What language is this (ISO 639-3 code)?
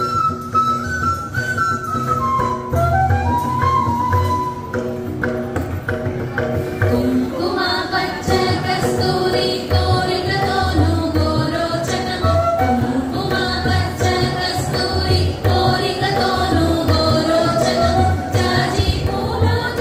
tel